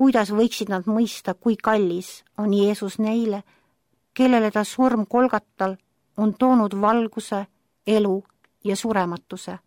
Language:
Estonian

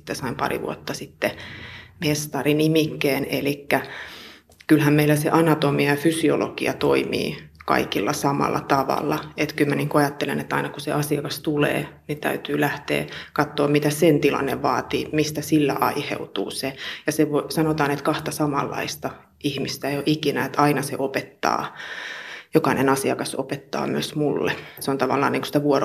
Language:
Finnish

